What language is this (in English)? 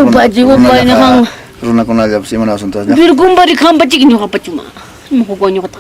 Ayacucho Quechua